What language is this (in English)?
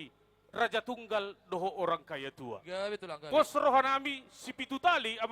Batak Toba